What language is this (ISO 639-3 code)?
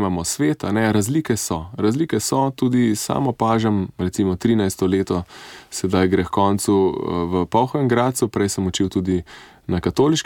slv